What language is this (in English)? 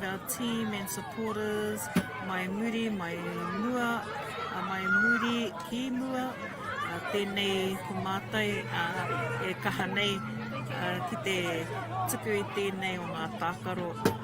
Māori